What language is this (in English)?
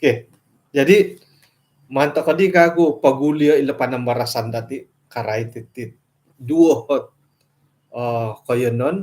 Central Dusun